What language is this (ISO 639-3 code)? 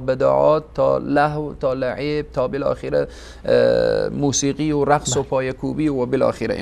fas